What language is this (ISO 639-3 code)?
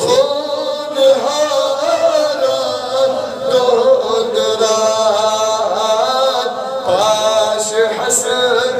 kas